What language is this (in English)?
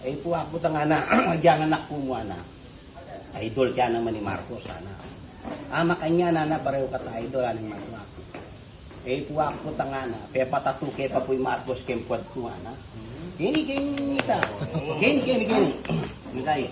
Pampanga